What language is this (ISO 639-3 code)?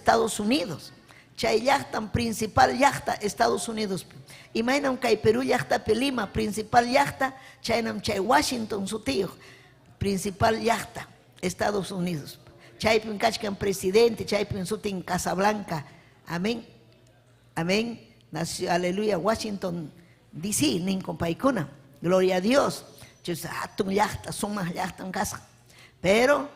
quy